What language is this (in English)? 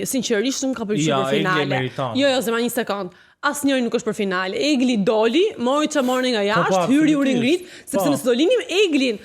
Albanian